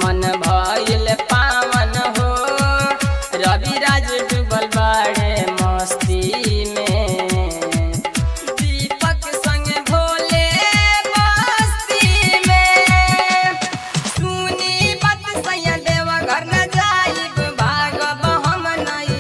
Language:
Bhojpuri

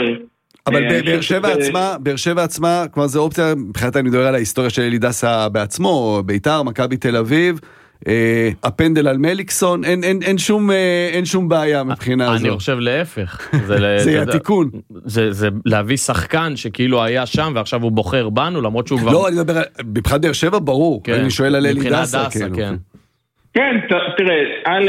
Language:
Hebrew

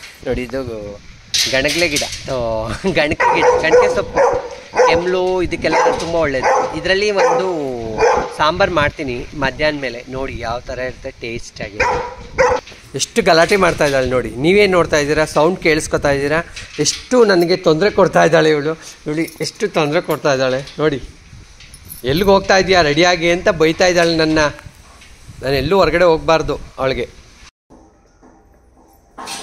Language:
Kannada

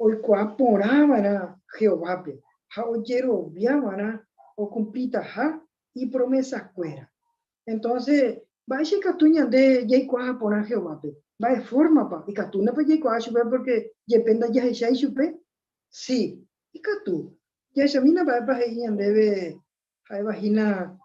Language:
Guarani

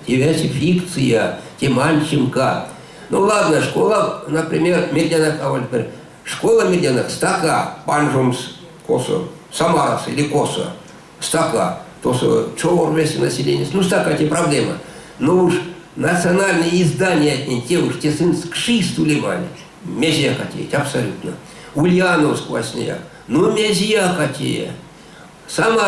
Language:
Erzya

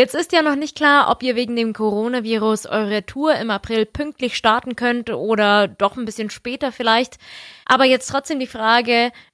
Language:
German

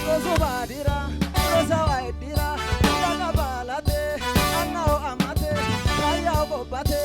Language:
Sidamo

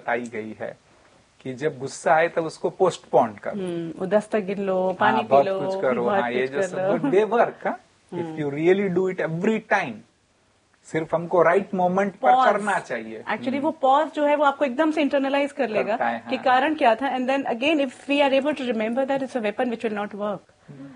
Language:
Hindi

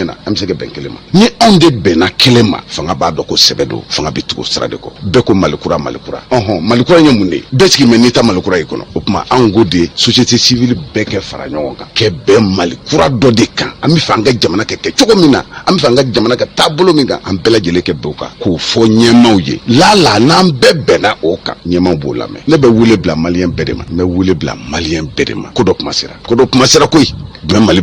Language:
Bambara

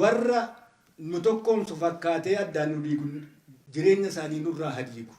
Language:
Oromo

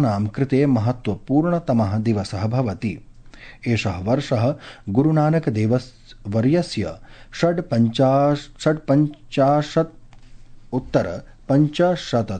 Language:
Sanskrit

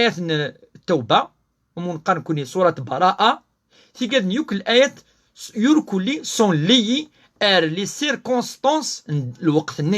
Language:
Kabyle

